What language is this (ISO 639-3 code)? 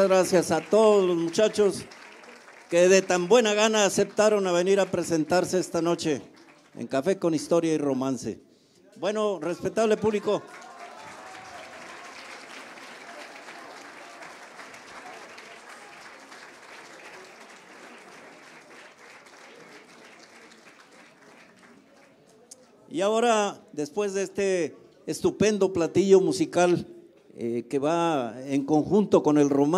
spa